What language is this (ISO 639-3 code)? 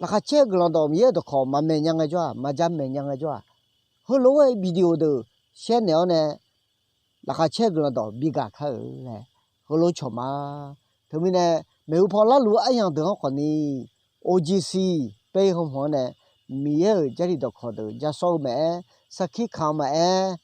ahk